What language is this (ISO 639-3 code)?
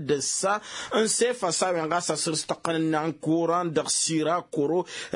taq